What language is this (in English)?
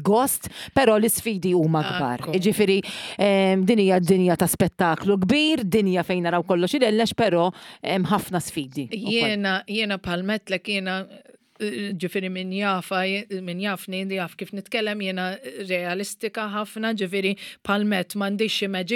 Maltese